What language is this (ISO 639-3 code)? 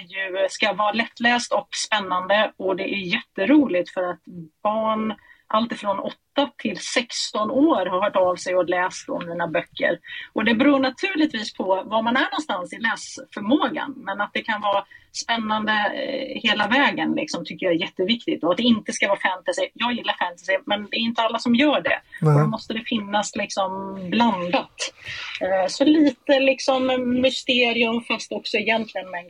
swe